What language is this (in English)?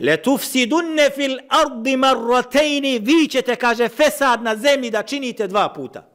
Bosnian